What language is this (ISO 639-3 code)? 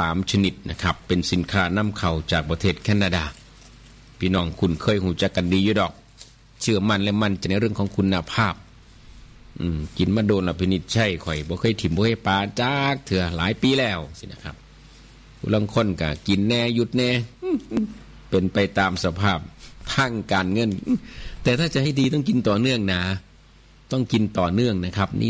tha